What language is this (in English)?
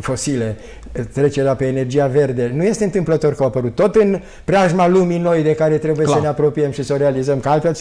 Romanian